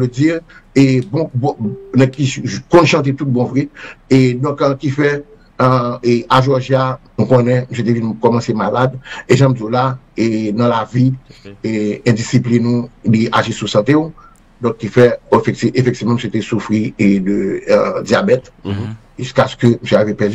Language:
Haitian Creole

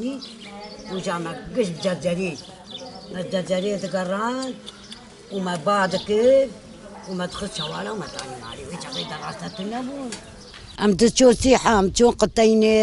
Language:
Kurdish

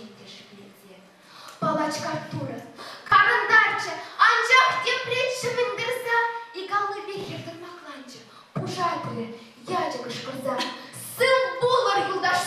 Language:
Chuvash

